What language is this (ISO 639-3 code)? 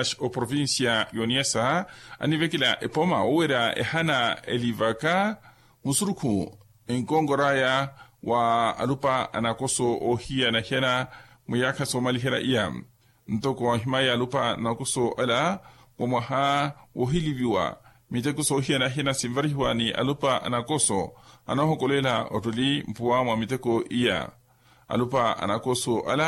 vmw